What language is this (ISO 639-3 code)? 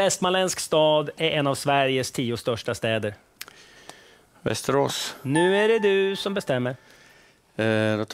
swe